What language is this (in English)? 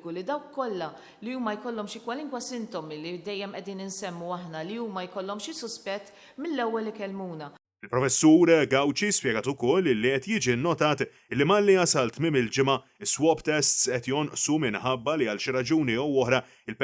Maltese